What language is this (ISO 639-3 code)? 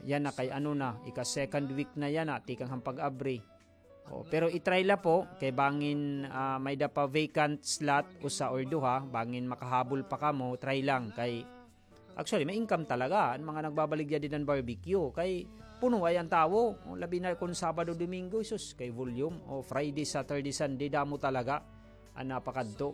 war